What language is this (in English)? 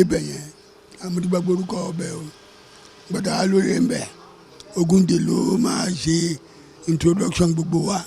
Yoruba